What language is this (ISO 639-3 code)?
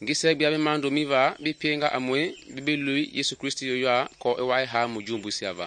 men